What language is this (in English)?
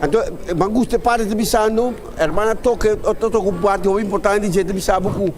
Papiamento